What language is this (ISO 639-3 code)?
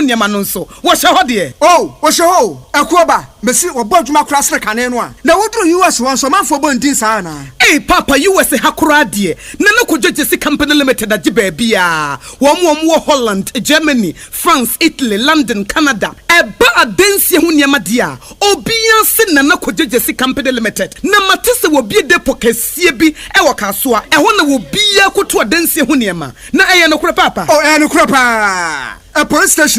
aka